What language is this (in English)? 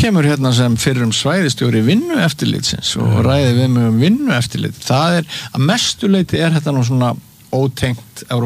Icelandic